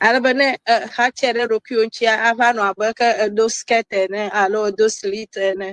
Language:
Ewe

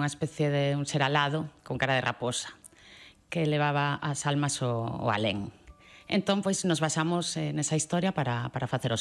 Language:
Galician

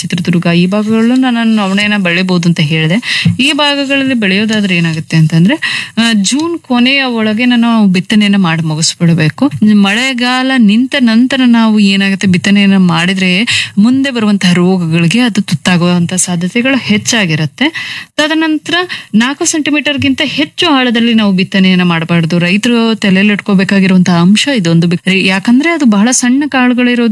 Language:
Kannada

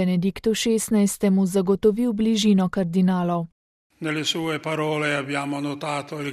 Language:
Slovenian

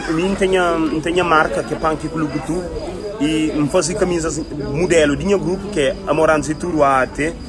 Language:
Kabuverdianu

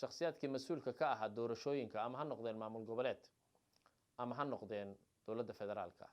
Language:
Somali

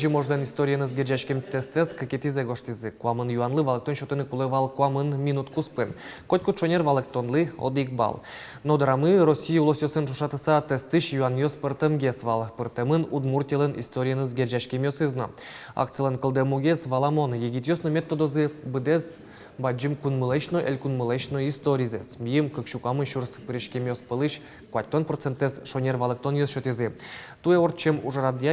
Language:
Udmurt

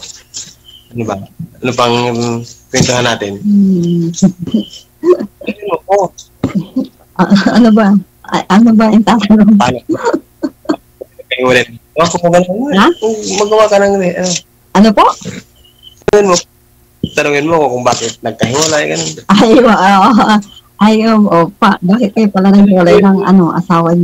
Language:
Filipino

